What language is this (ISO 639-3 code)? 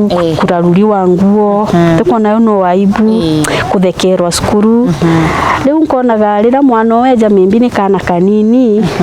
mer